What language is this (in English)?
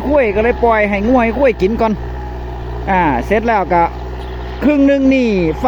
Northeastern Thai